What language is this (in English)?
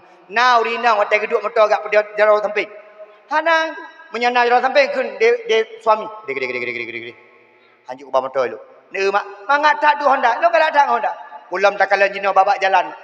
Achinese